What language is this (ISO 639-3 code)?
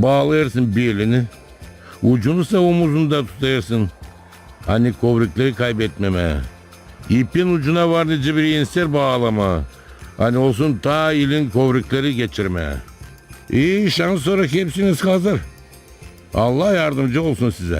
gag